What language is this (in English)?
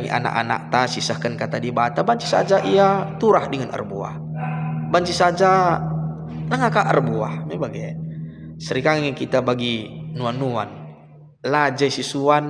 Batak Karo